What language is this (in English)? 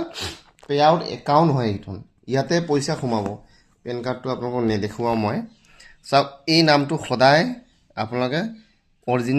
Assamese